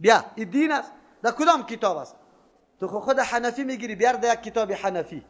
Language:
Persian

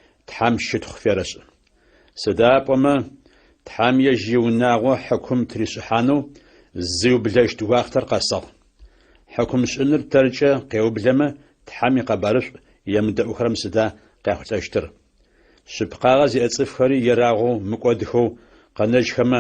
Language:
Adyghe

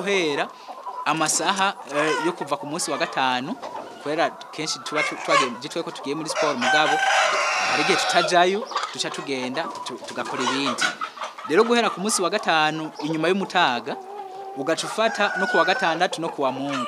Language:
Rundi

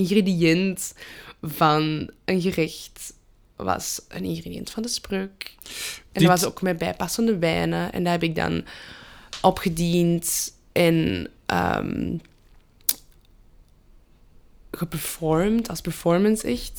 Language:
Dutch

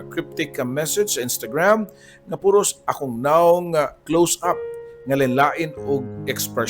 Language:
Cebuano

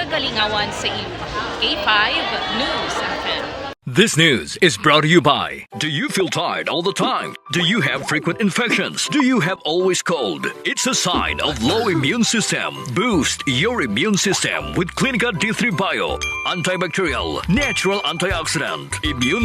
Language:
Hiligaynon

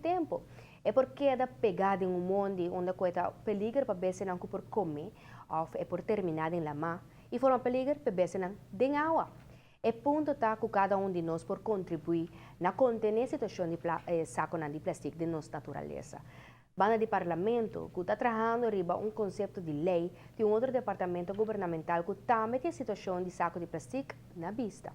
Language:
Papiamento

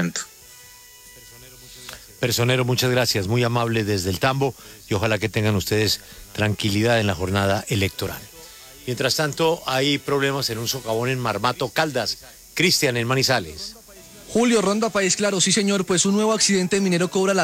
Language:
Spanish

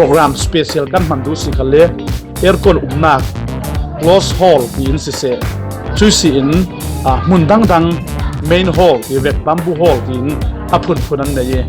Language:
Falam Chin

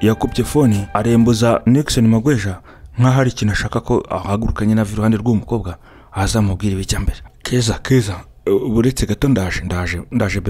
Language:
Kinyarwanda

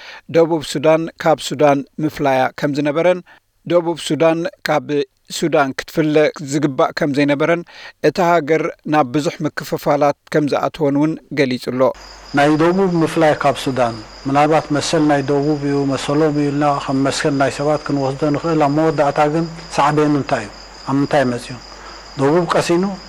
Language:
Tigrinya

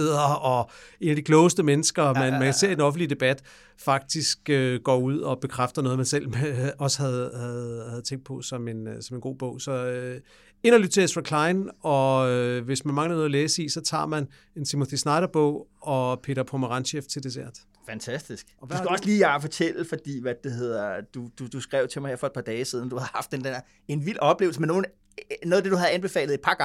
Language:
Danish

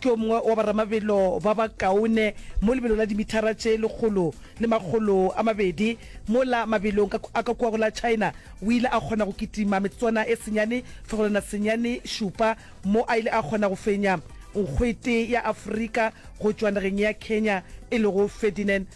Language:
Northern Sotho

